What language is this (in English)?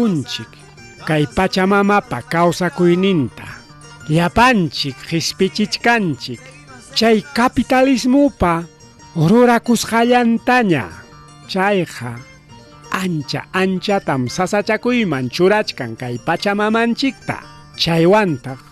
Ayacucho Quechua